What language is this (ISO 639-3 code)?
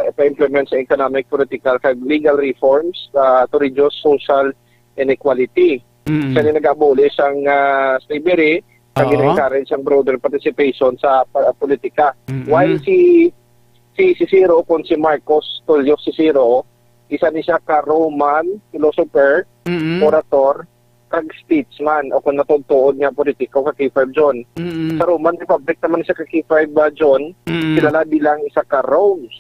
hil